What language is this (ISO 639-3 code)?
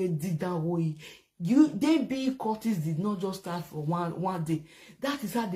pcm